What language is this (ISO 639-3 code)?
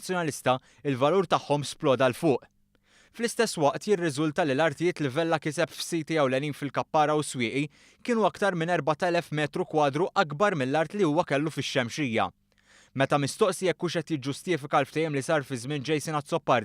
mlt